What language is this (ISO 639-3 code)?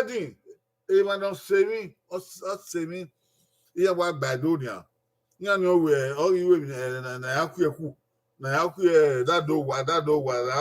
bin